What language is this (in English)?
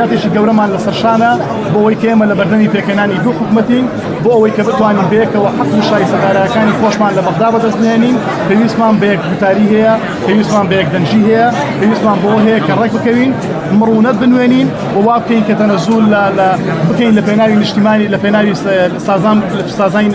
Central Kurdish